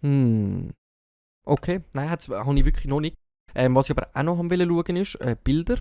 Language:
Swiss German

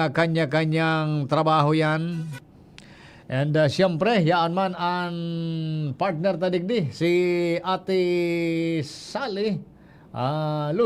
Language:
Bikol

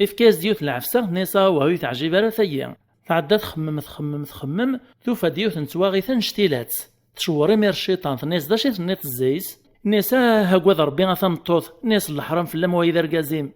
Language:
Kabyle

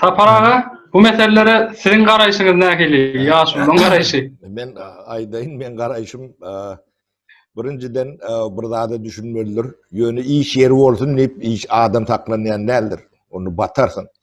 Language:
Turkmen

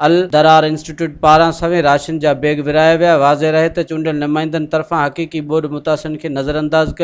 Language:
Sindhi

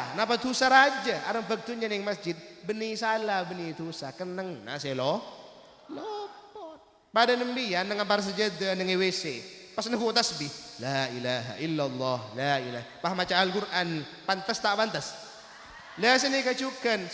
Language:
Madurese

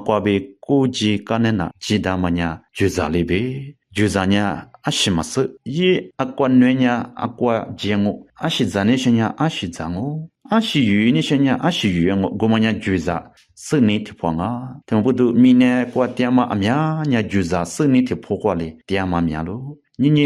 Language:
Lisu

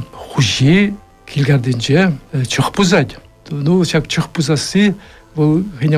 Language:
Chuvash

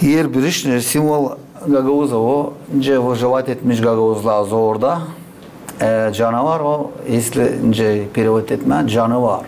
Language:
Gagauz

